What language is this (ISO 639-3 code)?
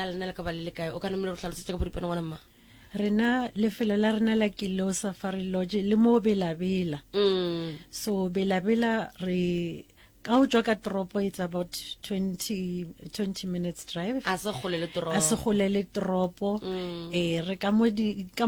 nso